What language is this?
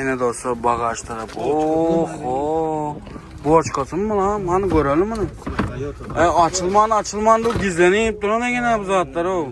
Turkmen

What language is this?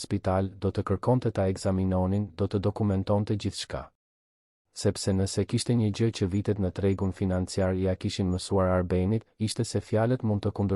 Albanian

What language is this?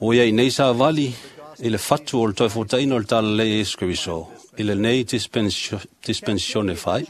Samoan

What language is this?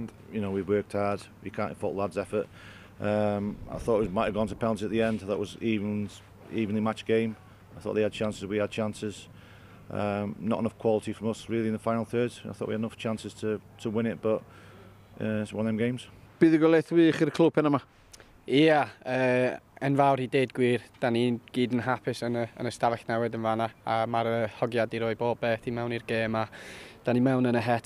Welsh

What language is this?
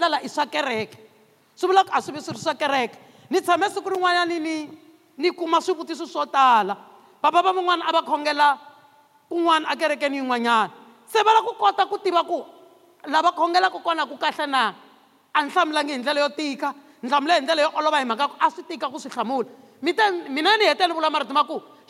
Tsonga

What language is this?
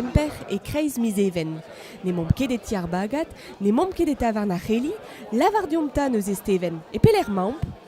Breton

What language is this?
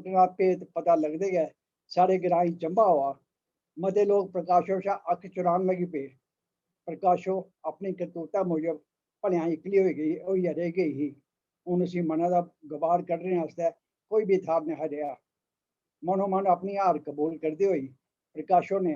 Dogri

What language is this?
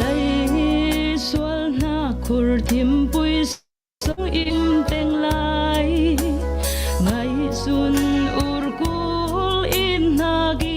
Falam Chin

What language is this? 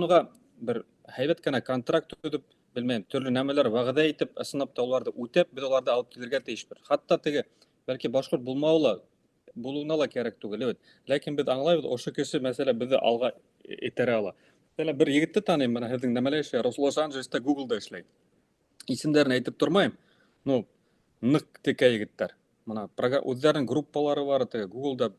Bashkir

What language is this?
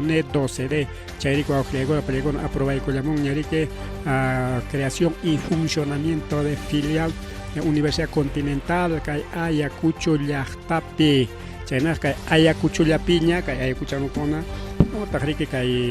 Ayacucho Quechua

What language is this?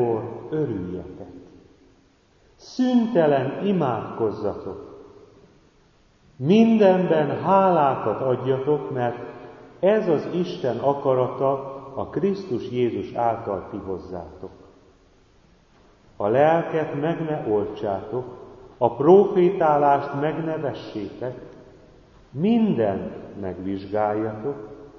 Hungarian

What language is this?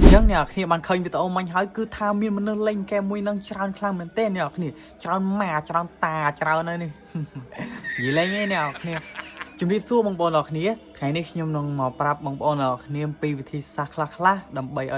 Khmer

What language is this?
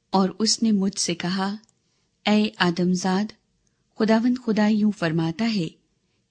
Urdu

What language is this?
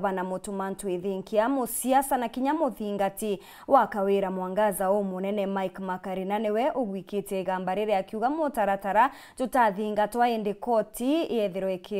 Meru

